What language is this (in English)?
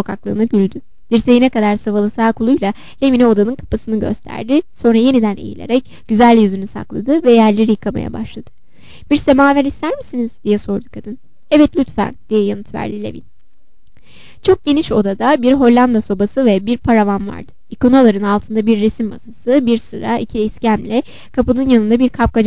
Turkish